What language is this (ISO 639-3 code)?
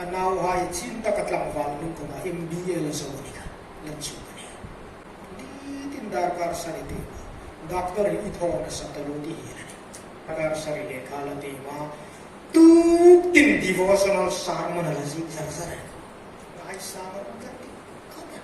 hmr